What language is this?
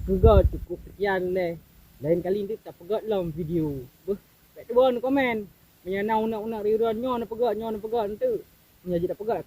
Achinese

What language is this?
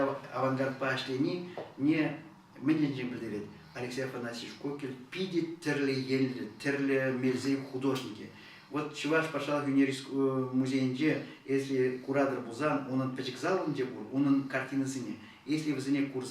Chuvash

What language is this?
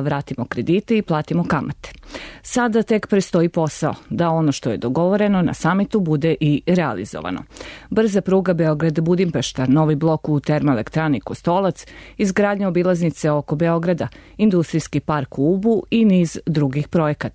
Serbian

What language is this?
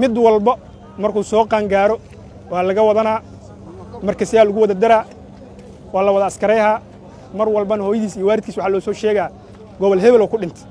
Somali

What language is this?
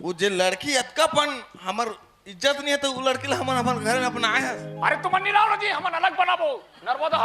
Chhattisgarhi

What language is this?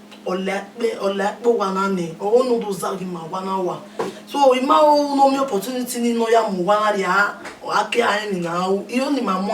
Bini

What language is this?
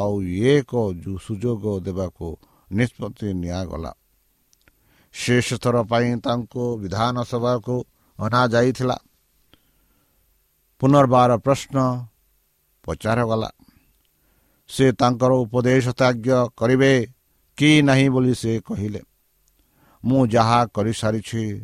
Odia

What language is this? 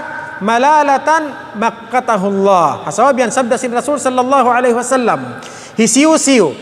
Tausug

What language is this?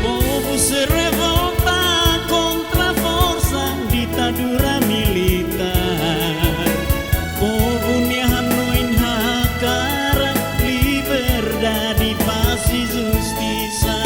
Tetum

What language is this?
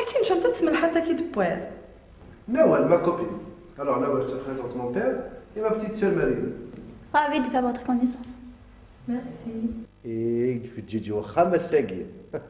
Kabyle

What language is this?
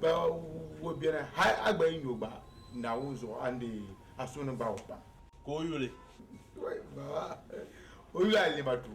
Dagbani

